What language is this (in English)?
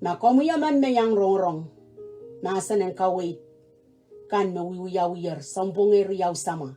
Pohnpeian